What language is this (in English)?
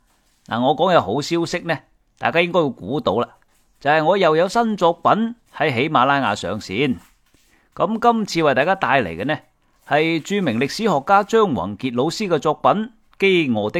Cantonese